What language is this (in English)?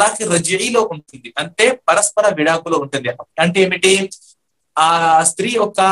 Telugu